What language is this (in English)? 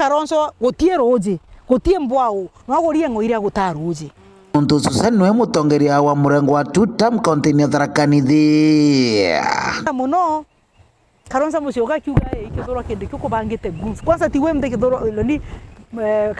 Meru